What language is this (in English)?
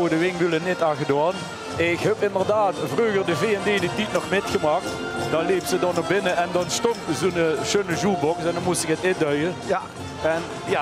Limburgish